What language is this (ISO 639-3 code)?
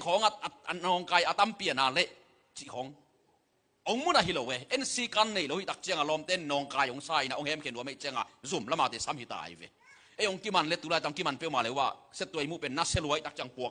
ctd